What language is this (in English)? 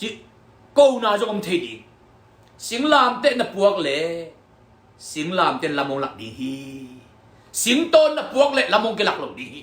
Tedim Chin